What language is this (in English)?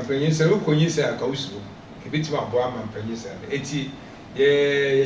Akan